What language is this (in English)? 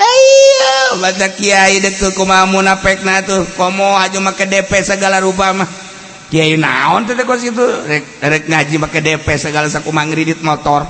Sundanese